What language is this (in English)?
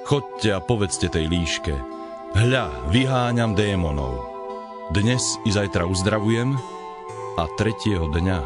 Slovak